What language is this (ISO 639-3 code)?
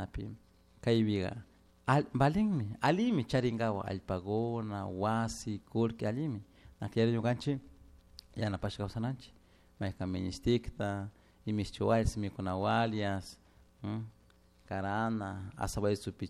qug